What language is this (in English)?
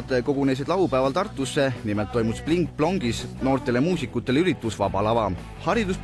Estonian